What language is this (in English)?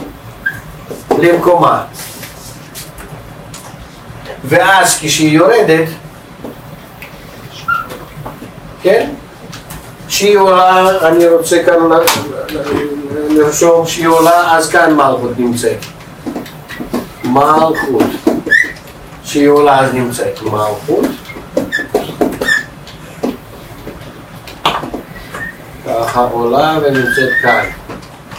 Hebrew